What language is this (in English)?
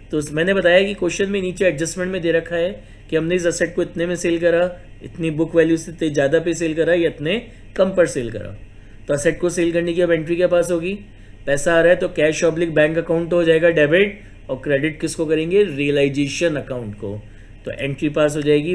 Hindi